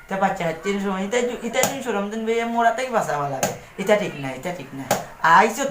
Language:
Sylheti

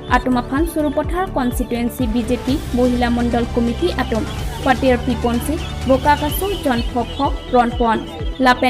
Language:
Karbi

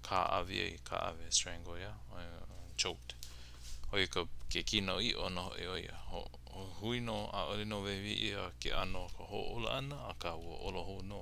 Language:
Hawaiian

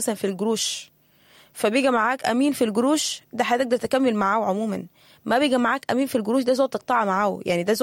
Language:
Sudanese Arabic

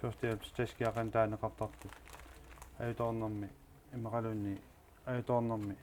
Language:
Kalaallisut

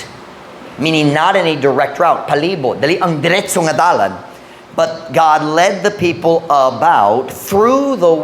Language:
Cebuano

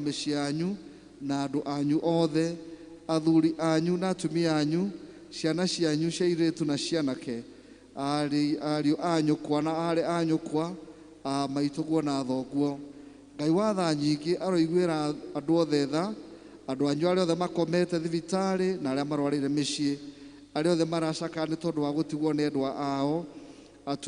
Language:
Kikuyu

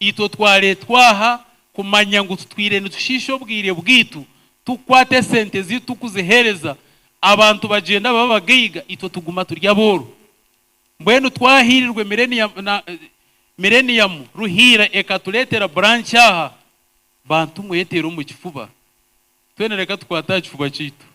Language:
Nyankole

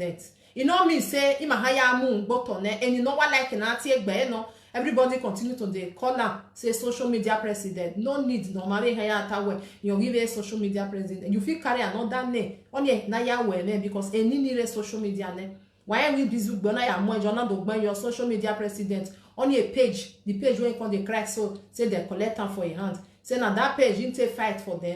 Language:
Nigerian Pidgin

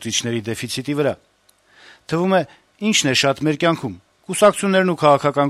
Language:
Armenian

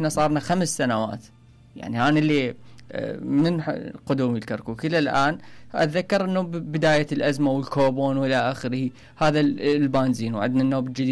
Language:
Mesopotamian Arabic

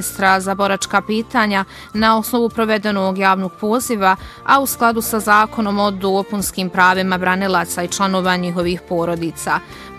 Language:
Bosnian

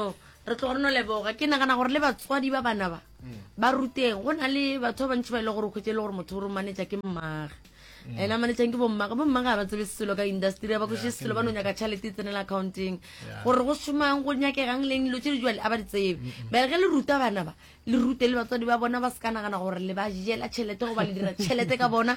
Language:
Northern Sotho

